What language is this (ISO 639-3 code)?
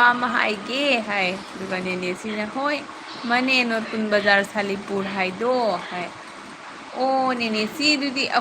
mni